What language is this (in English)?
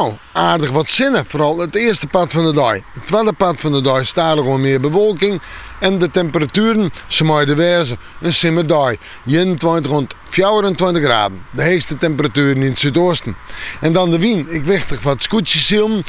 Western Frisian